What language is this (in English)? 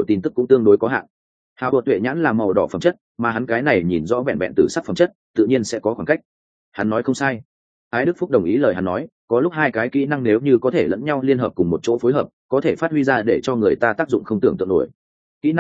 Vietnamese